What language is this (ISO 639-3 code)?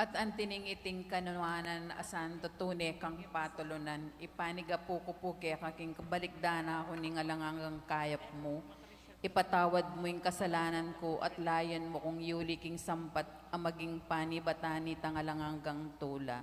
pam